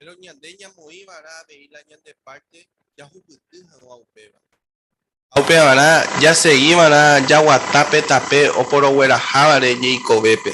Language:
Guarani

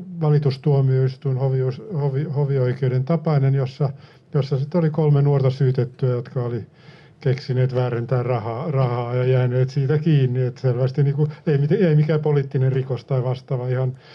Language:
Finnish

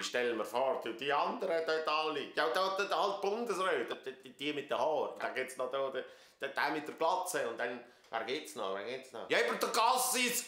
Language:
Swiss German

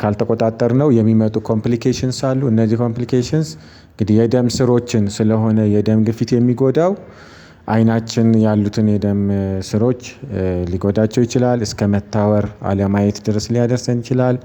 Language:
Amharic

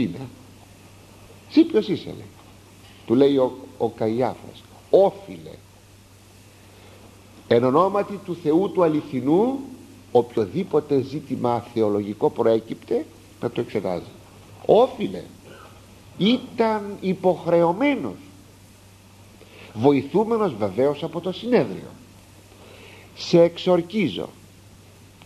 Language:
Greek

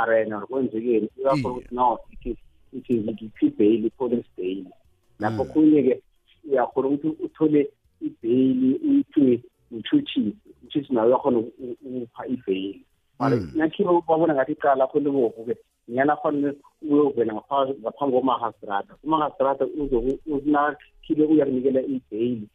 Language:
South Ndebele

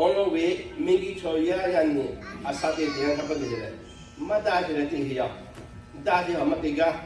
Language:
Lahu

